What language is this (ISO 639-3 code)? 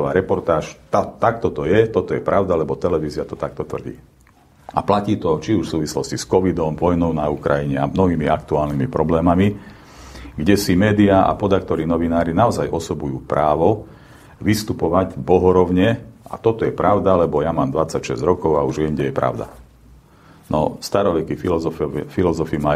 slk